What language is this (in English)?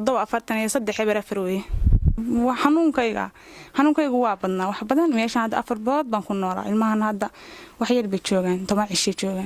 Somali